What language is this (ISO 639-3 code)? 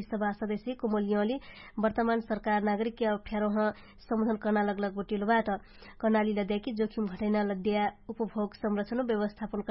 thl